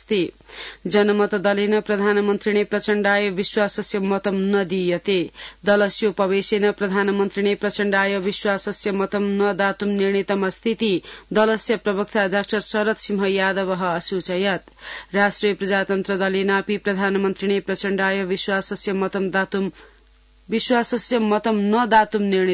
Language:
Sanskrit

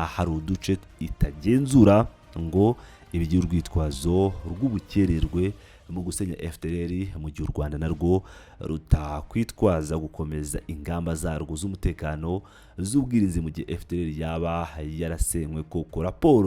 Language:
Kinyarwanda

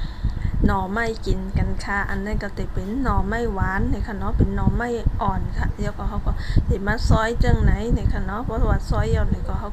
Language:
Shan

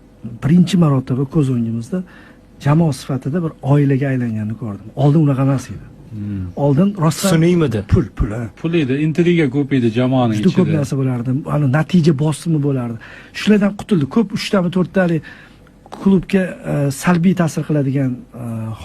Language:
Uzbek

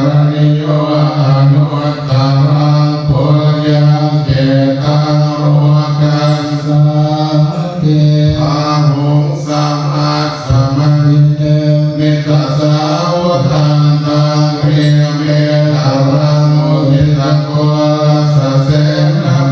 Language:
Pali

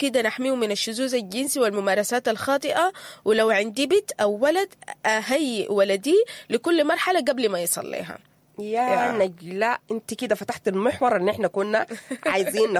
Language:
Sudanese Arabic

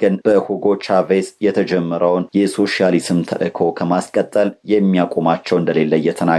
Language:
Amharic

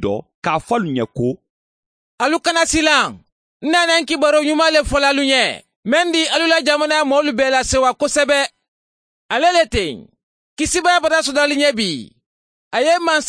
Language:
Mandingo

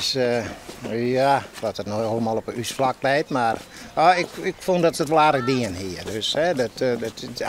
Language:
Western Frisian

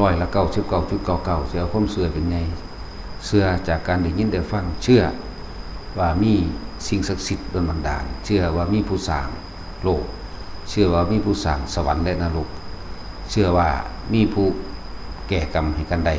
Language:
Northeastern Thai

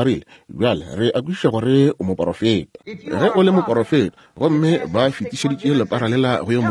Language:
Northern Sotho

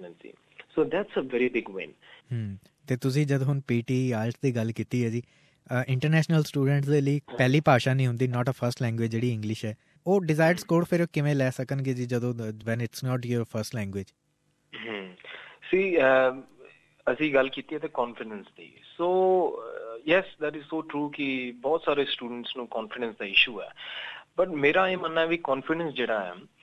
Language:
Punjabi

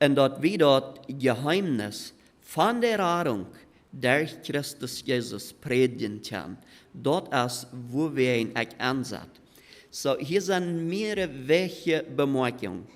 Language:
Plautdietsch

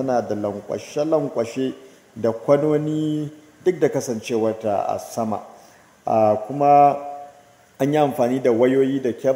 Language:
Hausa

